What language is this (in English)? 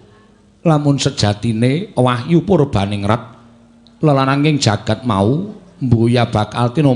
Javanese